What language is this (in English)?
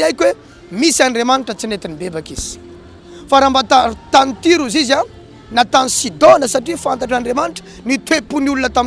Malagasy